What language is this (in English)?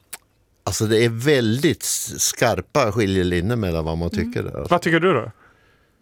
Swedish